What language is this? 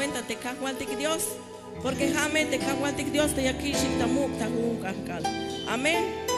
Tzeltal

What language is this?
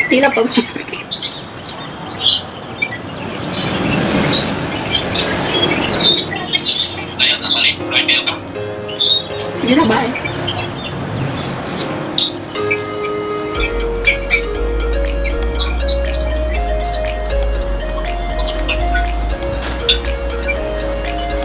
Filipino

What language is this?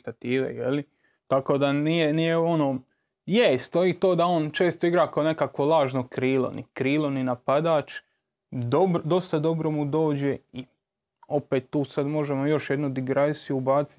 Croatian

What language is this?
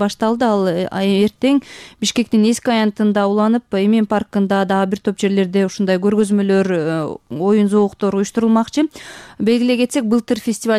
Kyrgyz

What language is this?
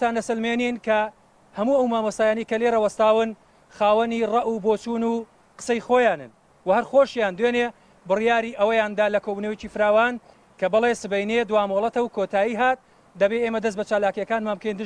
Central Kurdish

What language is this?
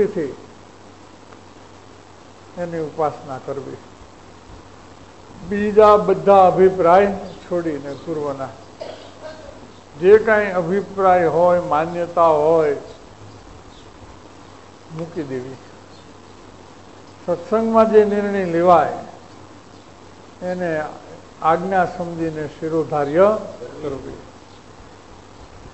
Gujarati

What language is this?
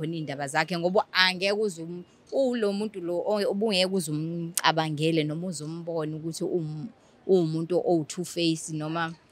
Zulu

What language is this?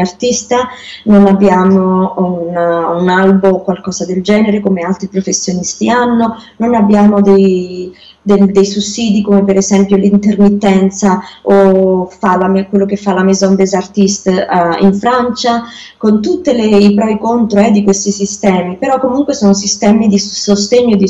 Italian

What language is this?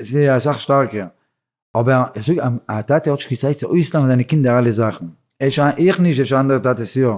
Yiddish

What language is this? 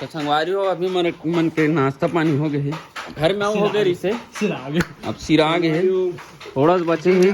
Chhattisgarhi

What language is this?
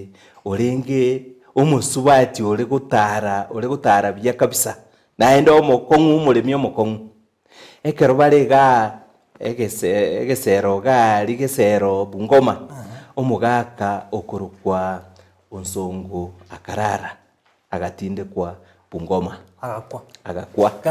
Gusii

